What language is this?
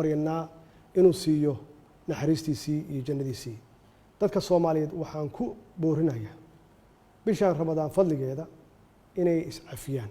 Somali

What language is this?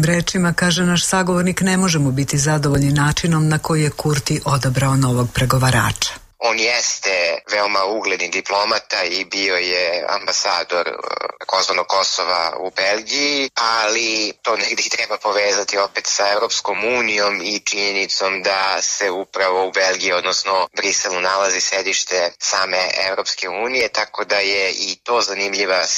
Serbian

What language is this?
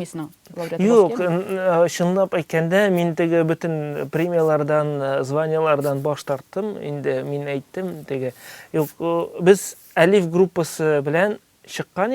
Tatar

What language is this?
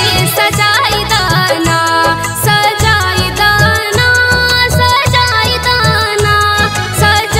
Bhojpuri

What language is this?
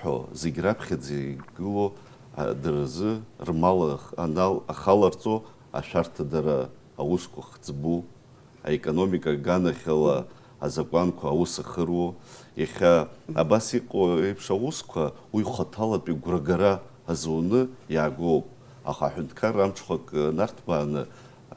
Abkhazian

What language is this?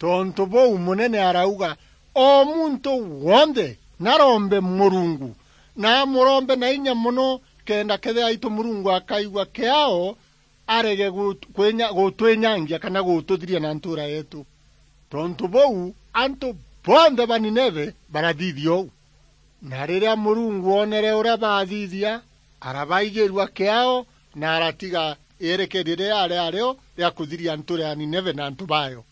Meru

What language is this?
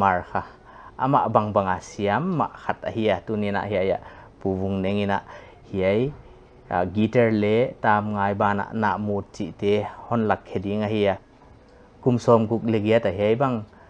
Paite Chin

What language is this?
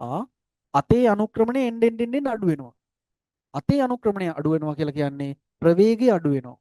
Sinhala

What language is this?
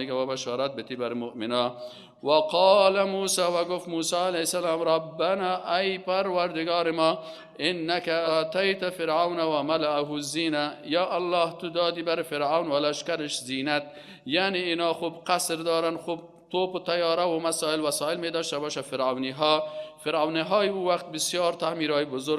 Persian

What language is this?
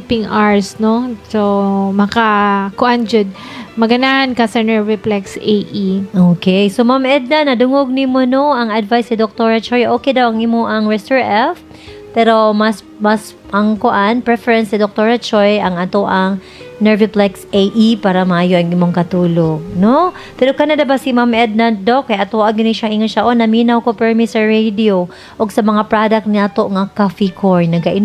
Cebuano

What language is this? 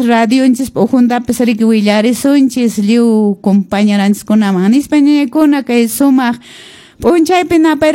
Quechua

